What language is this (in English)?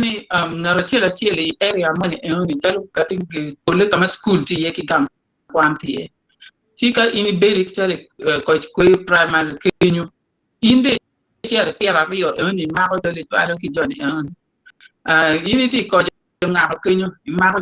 Acoli